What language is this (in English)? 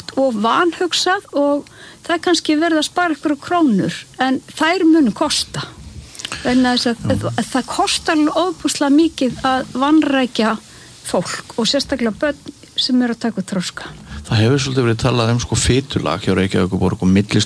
Icelandic